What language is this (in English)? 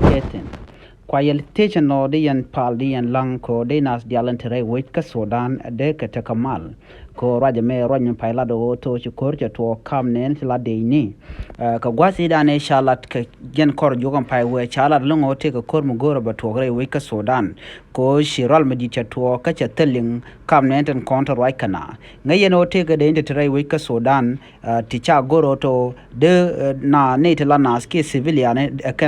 Nuer